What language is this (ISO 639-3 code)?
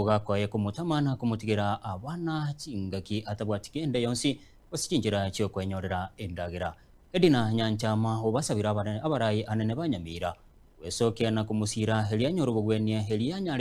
guz